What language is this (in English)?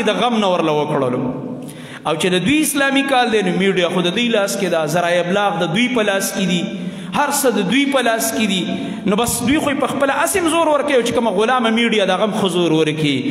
Pashto